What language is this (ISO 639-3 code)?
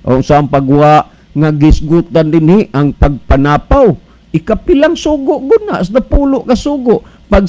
ceb